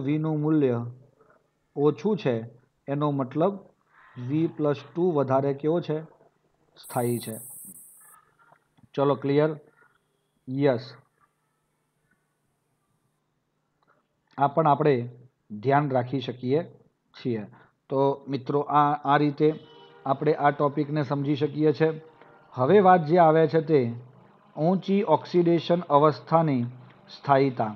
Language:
Gujarati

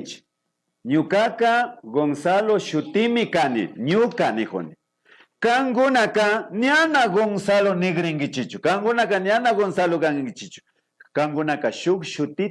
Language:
Imbabura Highland Quichua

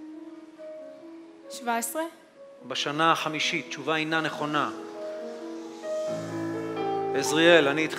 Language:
Hebrew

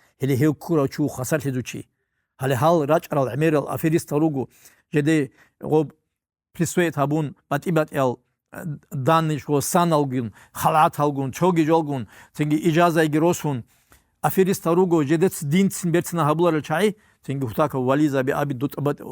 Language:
Avaric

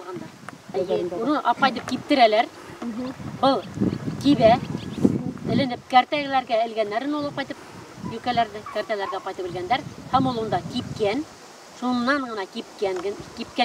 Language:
Bashkir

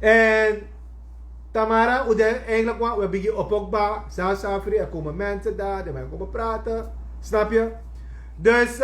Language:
Sranan Tongo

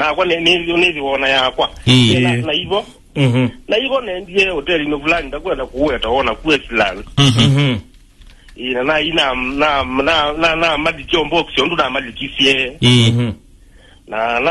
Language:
Kamba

